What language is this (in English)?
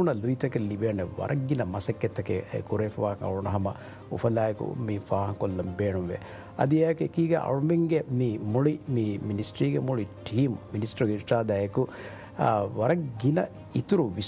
Divehi